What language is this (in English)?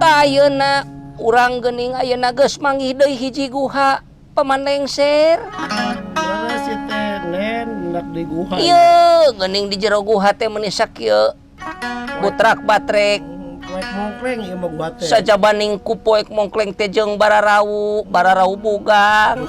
Sundanese